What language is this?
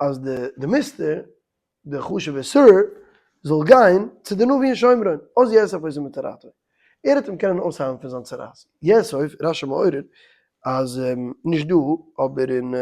Yiddish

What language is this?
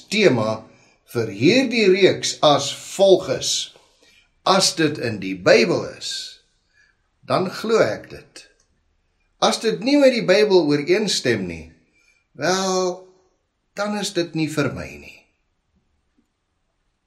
Afrikaans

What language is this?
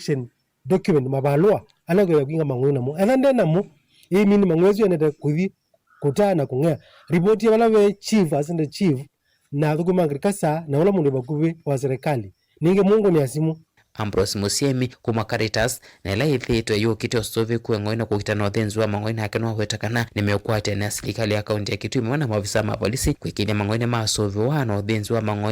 Kamba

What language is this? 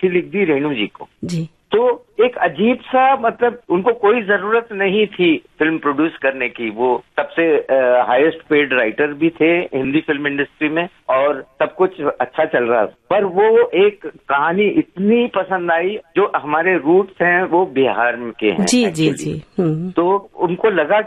Hindi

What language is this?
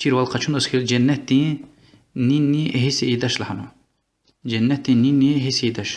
Lezghian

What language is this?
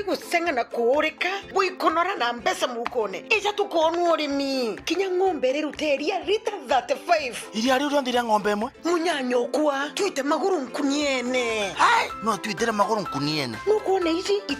Meru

